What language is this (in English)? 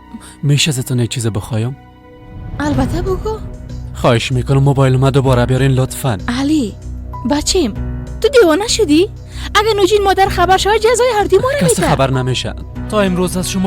Persian